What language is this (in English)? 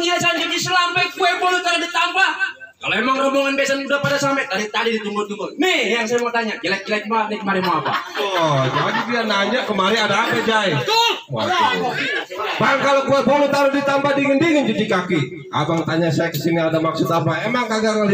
Betawi